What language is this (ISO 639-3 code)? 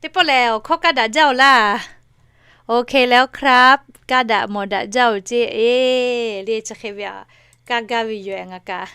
lhu